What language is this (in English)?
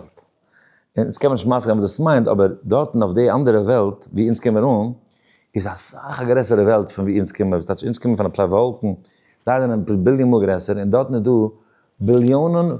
Yiddish